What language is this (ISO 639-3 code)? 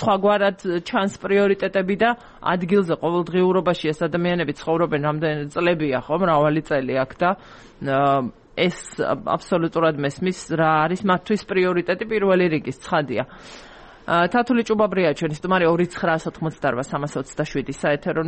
kat